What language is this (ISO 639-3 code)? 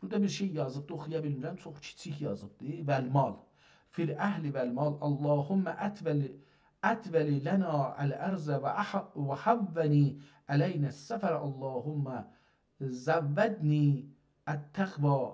azb